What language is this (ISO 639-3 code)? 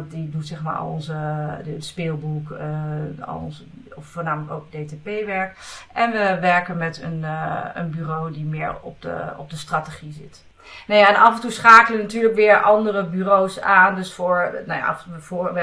nld